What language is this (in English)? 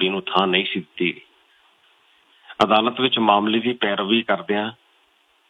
Punjabi